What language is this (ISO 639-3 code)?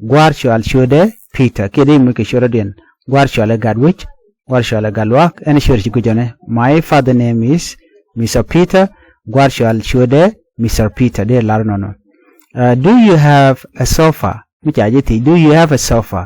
nus